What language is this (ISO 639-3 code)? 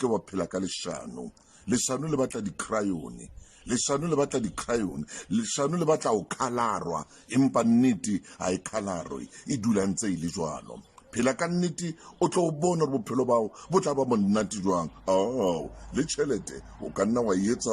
sot